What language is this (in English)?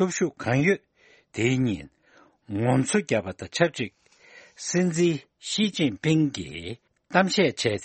Tibetan